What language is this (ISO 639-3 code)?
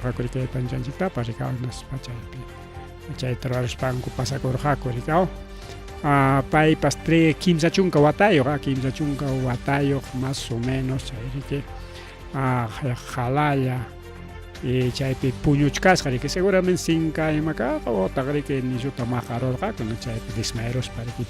quy